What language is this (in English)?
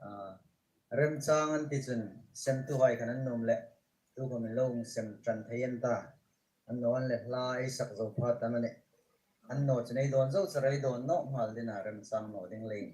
Hmar